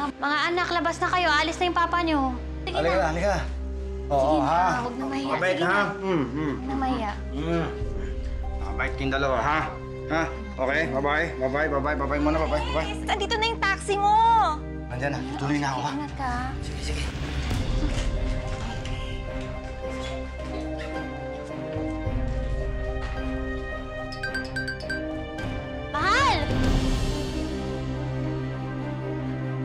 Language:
Filipino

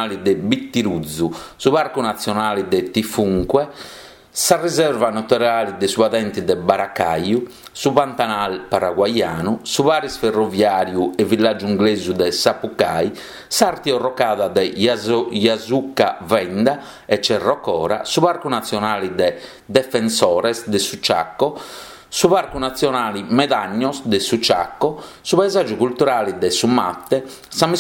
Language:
Sardinian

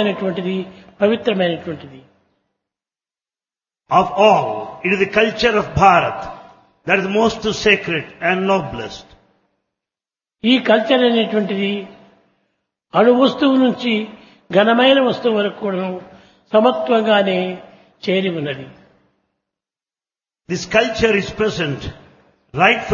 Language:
Telugu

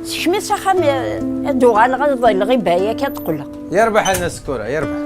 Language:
Kabyle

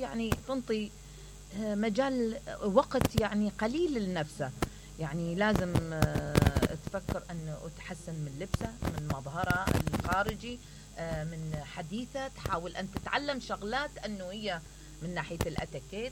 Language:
Mesopotamian Arabic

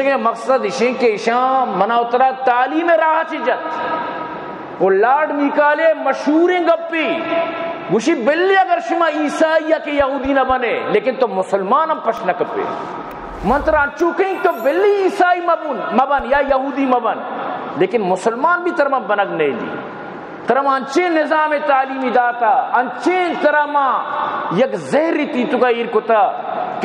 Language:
Baluchi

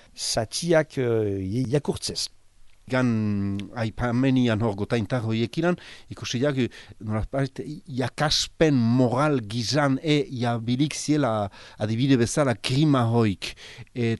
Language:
Basque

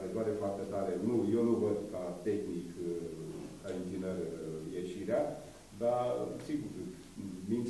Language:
Romanian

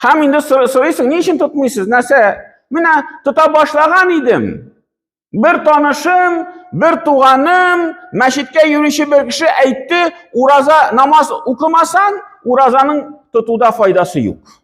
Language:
Tatar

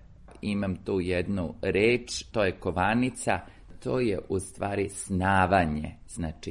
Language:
Serbian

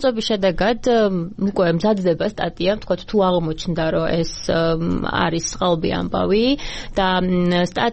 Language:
Georgian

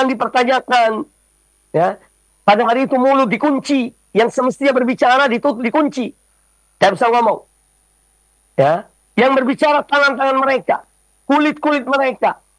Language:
Indonesian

